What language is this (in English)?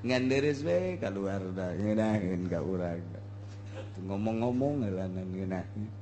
Sundanese